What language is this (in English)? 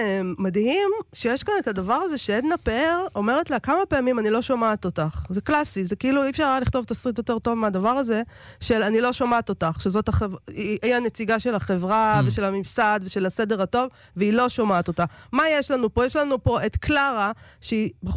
Hebrew